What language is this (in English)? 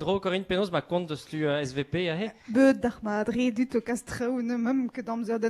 Breton